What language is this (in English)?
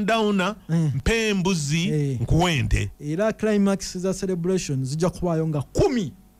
Ganda